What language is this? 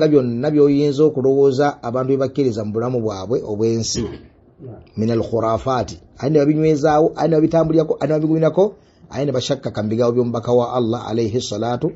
Ganda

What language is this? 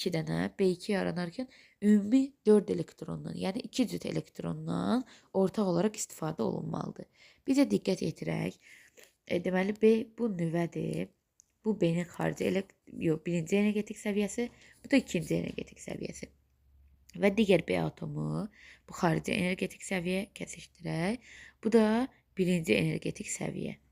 Azerbaijani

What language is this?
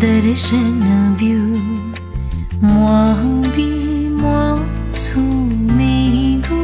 Newari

